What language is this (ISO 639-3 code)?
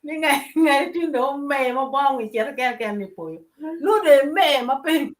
ach